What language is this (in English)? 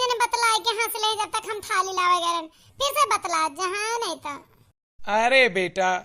Awadhi